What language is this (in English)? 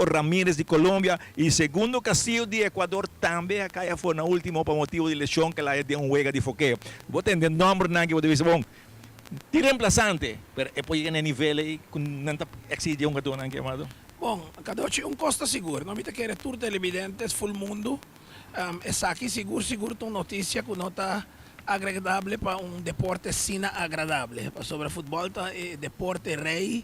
Papiamento